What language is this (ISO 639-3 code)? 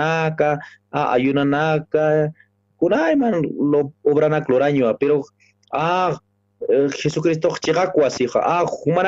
aym